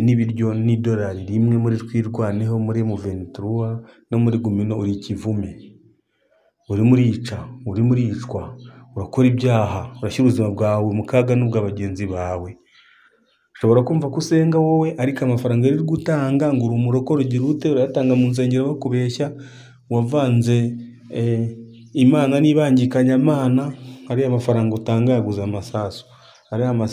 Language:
Kinyarwanda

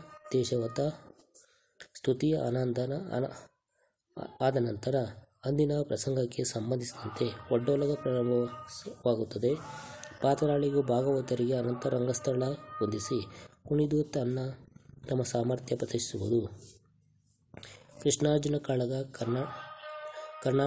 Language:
Kannada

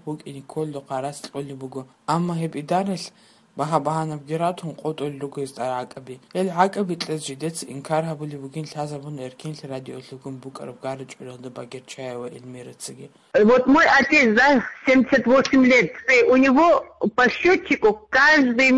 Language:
Avaric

